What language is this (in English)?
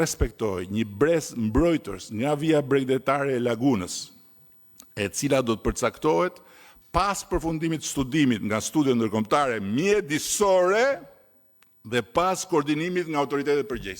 Albanian